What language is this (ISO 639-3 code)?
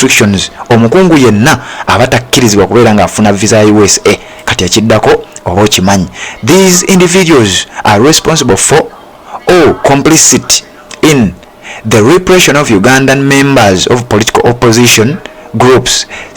lug